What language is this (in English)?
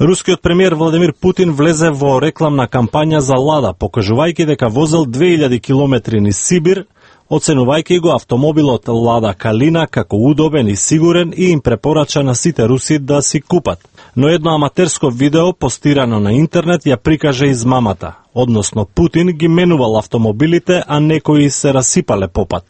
Macedonian